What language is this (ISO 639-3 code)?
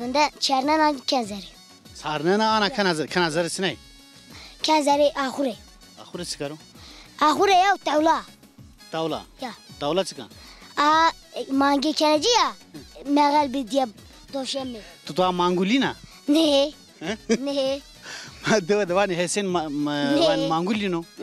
zza